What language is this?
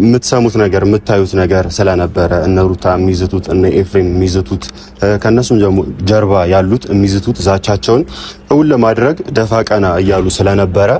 Amharic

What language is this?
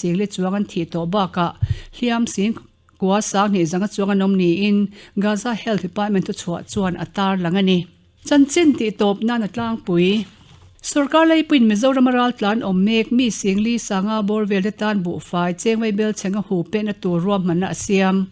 Mizo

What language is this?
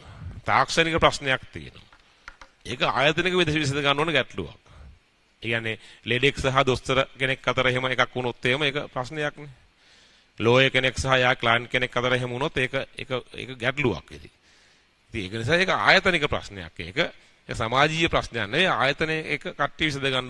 Sinhala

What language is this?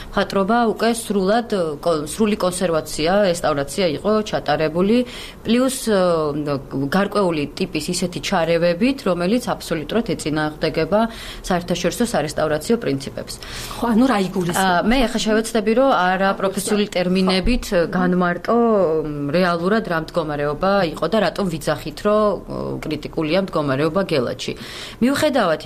Georgian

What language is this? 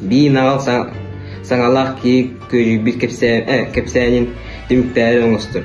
Yakut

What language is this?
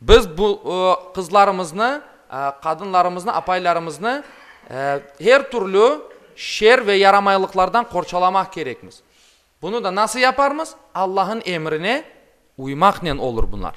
Crimean Tatar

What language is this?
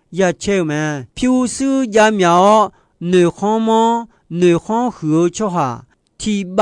Akha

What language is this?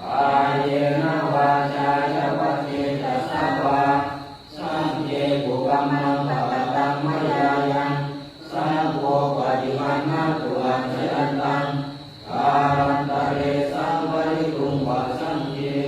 Pali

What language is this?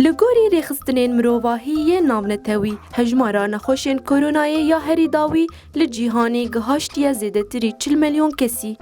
Kurdish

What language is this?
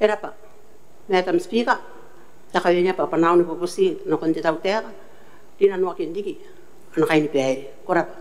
Gilbertese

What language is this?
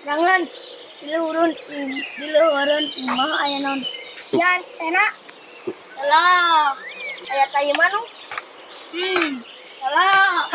Sundanese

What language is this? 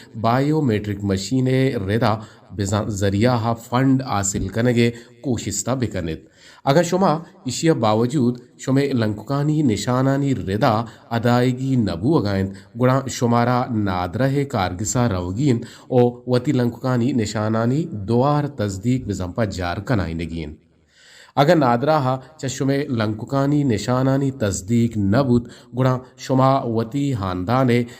Eastern Balochi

